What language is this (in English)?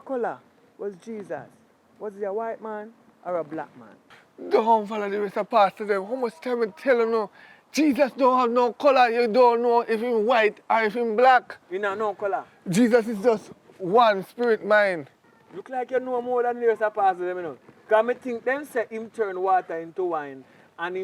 Jamaican Creole English